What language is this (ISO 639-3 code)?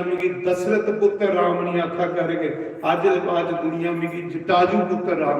doi